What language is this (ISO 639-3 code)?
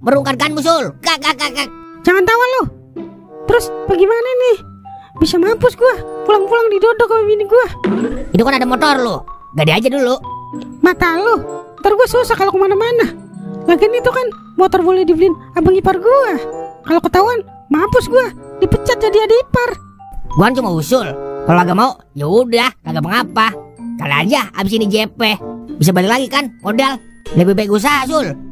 bew